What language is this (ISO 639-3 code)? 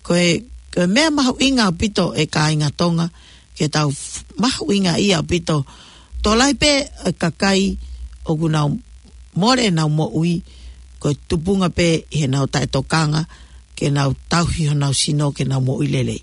ton